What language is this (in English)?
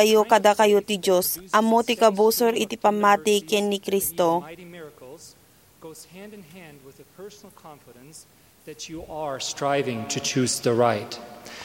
Iloko